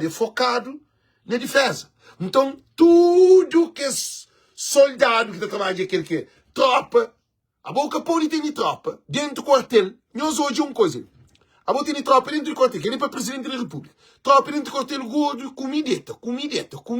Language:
Kabuverdianu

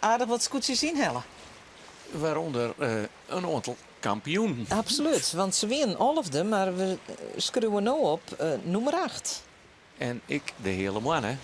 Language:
Western Frisian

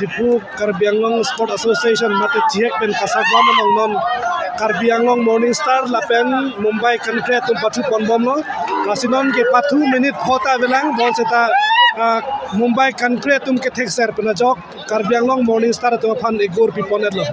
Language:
Karbi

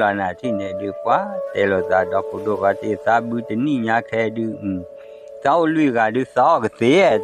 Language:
S'gaw Karen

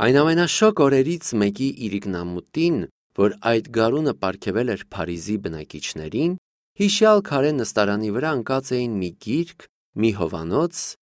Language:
Armenian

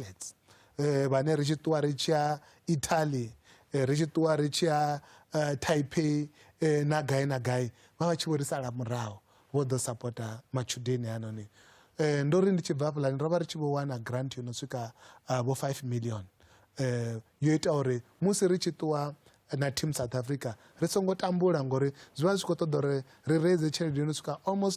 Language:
Venda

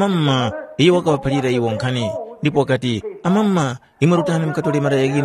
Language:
Tumbuka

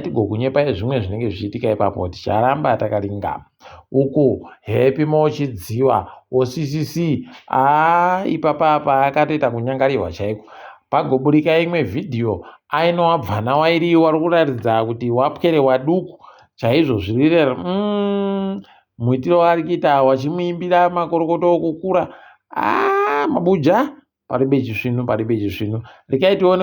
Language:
Ndau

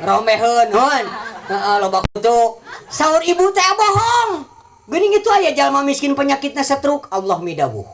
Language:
Sundanese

